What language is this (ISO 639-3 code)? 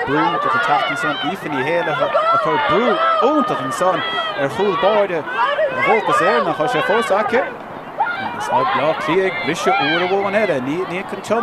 gle